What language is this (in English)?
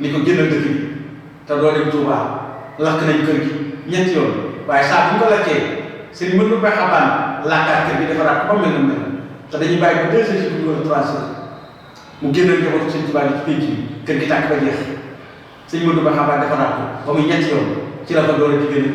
Wolof